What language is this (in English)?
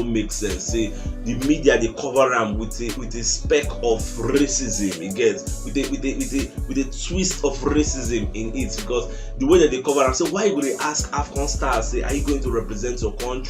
Nigerian Pidgin